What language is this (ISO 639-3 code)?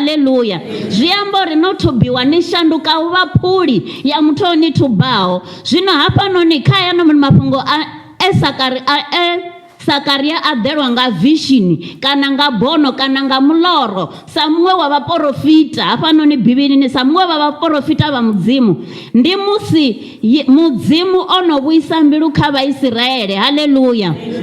ven